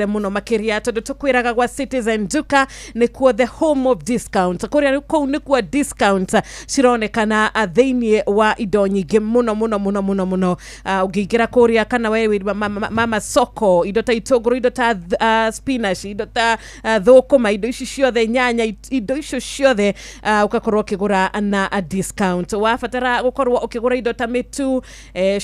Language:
Kikuyu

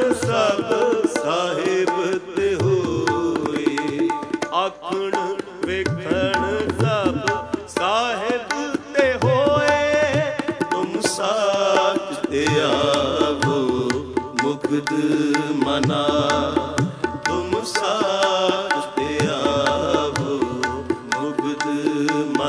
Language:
Punjabi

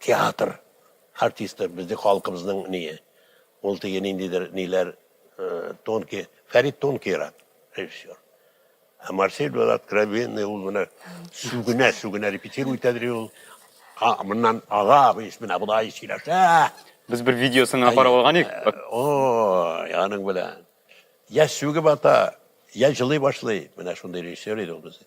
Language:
Tatar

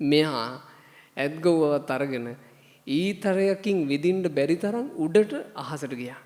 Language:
Sinhala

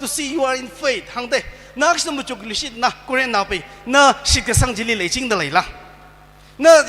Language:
Tangkhul Naga (India)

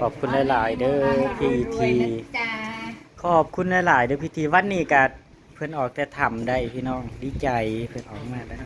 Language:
Northeastern Thai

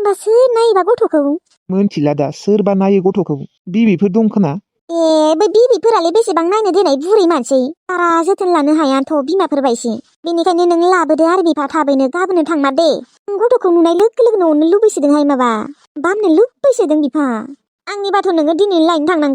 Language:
Bodo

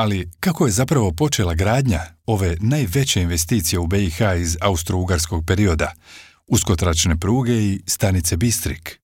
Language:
Serbian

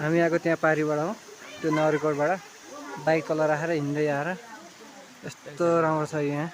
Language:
Nepali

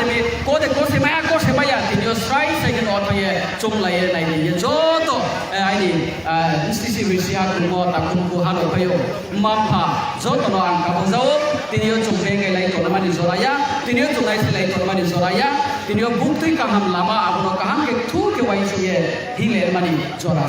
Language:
Riang (India)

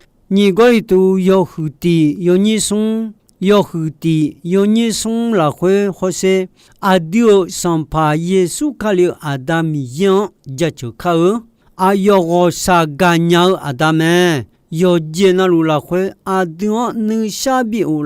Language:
Akha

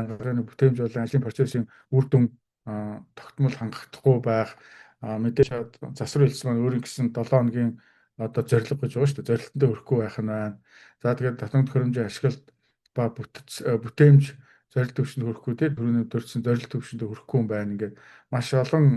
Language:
Mongolian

